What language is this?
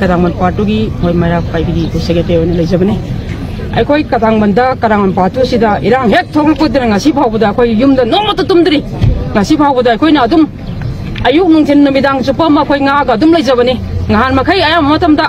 Manipuri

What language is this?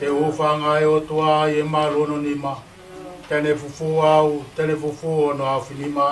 Tongan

